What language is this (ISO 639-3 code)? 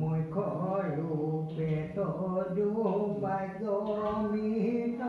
asm